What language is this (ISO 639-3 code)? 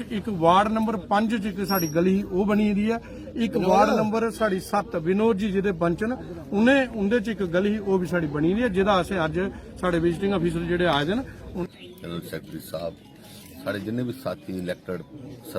doi